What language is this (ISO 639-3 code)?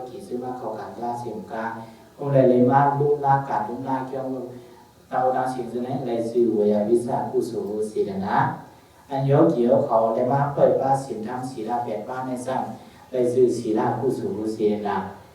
shn